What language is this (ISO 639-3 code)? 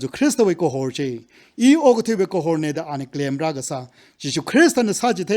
nmf